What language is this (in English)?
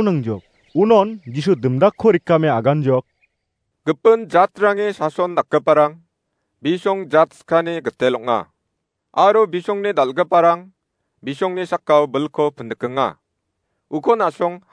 Garo